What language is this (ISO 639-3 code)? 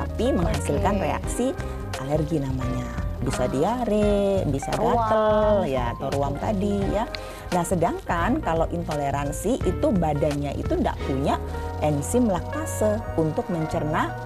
ind